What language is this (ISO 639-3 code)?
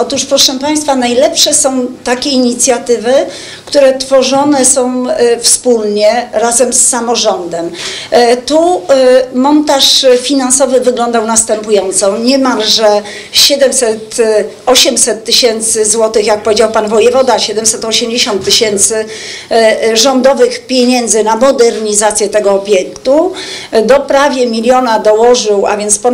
pol